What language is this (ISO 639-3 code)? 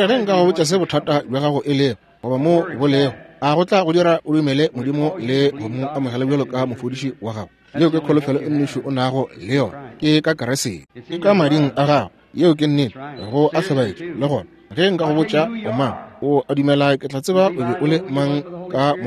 nso